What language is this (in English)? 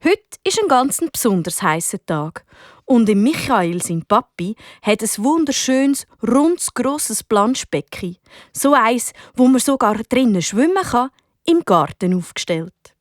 Swiss German